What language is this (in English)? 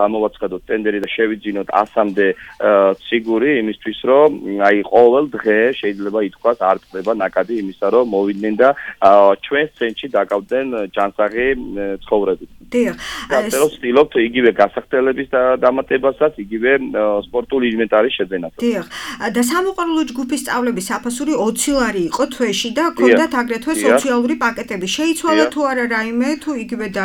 Georgian